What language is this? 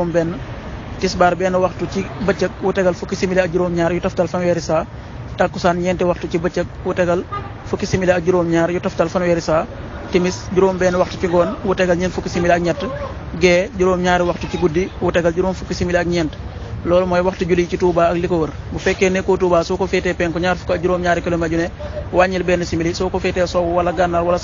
Wolof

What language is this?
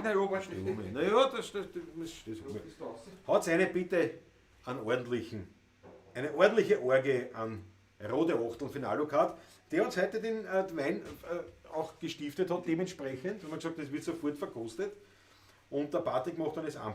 Bavarian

